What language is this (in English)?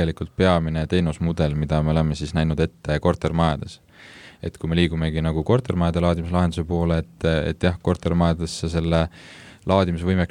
Estonian